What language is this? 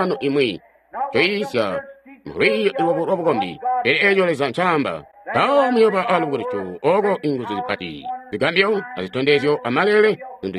Tonga (Zambia)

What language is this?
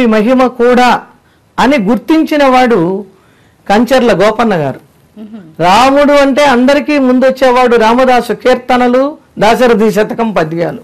Telugu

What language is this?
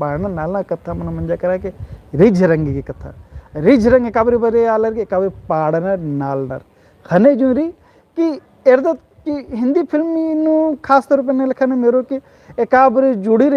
Kurukh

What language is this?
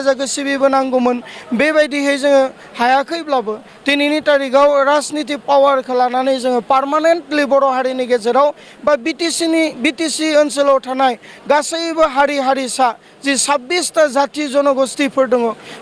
Bodo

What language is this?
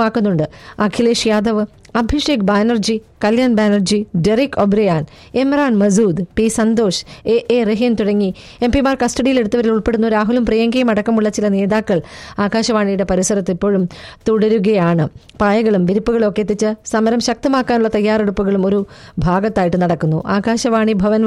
Malayalam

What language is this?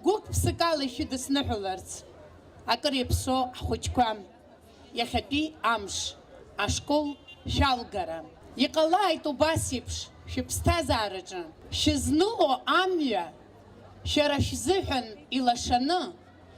Abkhazian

